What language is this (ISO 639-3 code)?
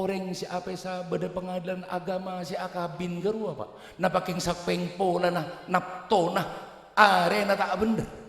mad